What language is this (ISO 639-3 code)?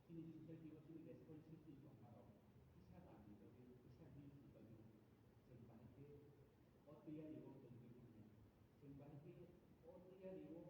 trp